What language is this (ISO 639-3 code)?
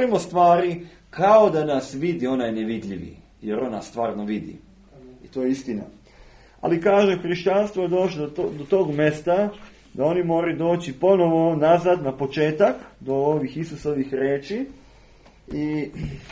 srp